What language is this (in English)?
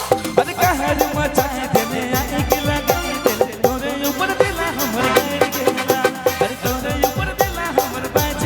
Sadri